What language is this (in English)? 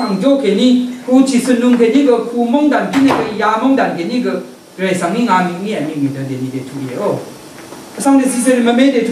Rawang